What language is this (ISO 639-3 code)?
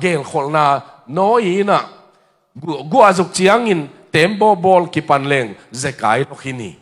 ctd